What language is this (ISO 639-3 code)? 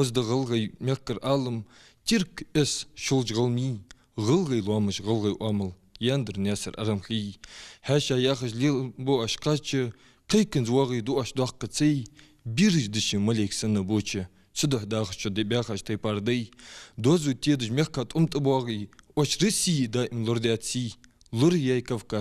inh